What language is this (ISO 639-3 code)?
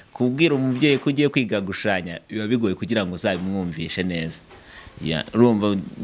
kin